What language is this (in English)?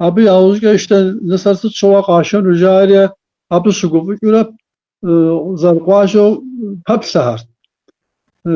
Kabardian